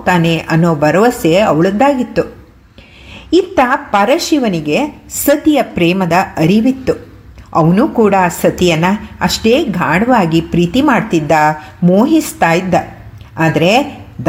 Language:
Kannada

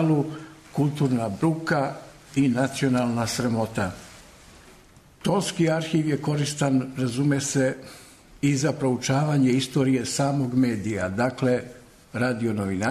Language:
Serbian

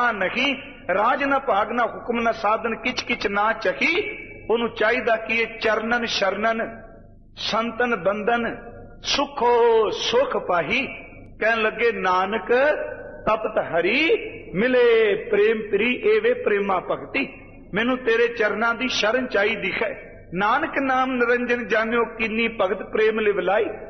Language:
Punjabi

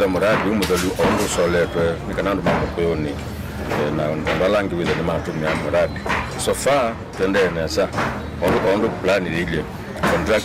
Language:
Kamba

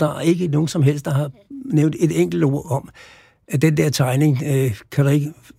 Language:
Danish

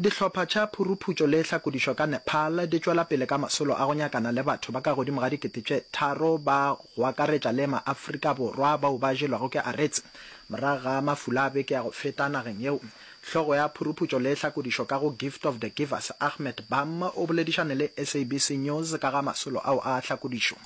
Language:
Northern Sotho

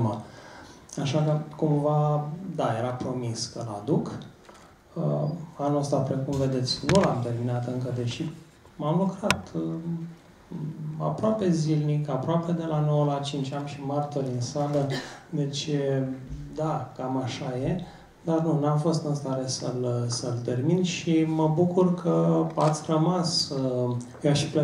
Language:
Romanian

